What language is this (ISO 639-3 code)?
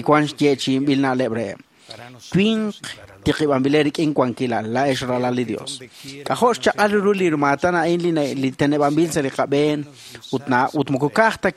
kek